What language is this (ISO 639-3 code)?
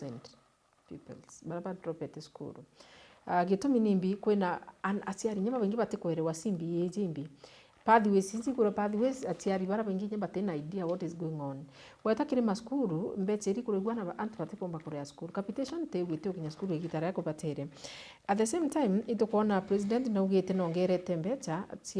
mer